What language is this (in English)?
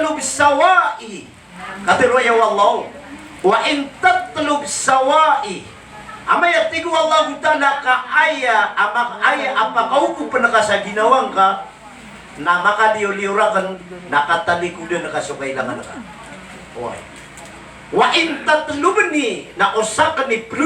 Maranao